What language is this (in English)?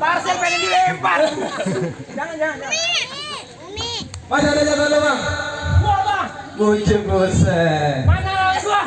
Betawi